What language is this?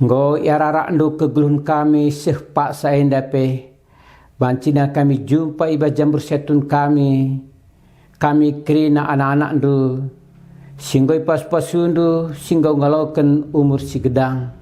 Batak Karo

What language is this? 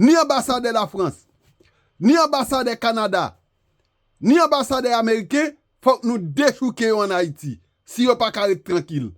Haitian Creole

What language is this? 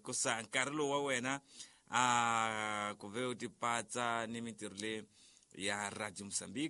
Tsonga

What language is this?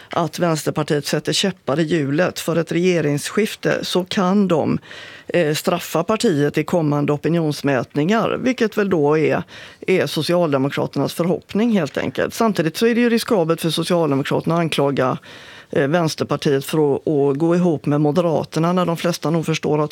Swedish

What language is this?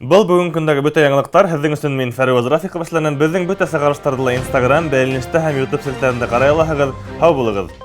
Bashkir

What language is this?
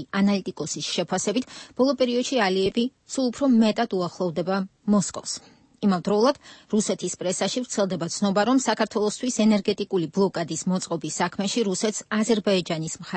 Georgian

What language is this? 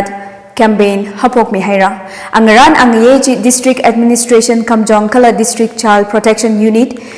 Tangkhul Naga (India)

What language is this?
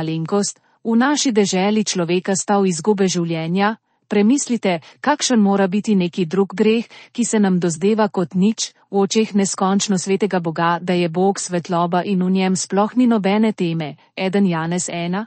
Slovenian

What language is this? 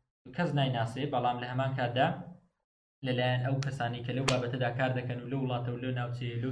Central Kurdish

